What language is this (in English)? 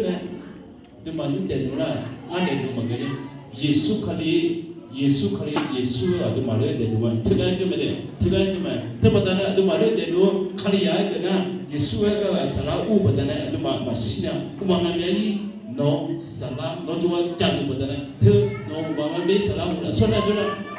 Akha